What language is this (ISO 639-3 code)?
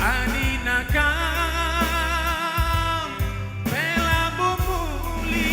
btx